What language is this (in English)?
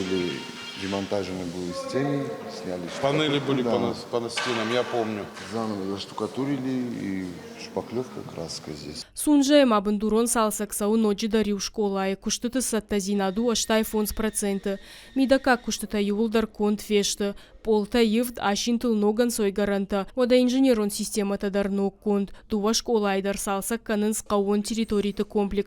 Ossetic